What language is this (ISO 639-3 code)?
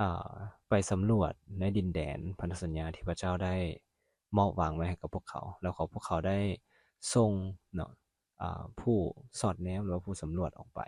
lao